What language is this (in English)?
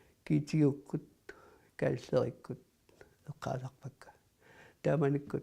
Kalaallisut